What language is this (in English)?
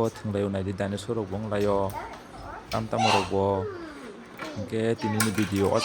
Kok Borok